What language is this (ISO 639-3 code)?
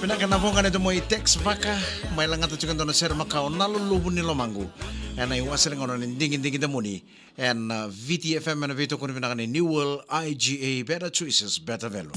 fij